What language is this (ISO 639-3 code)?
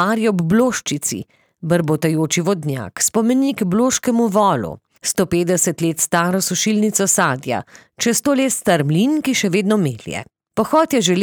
slv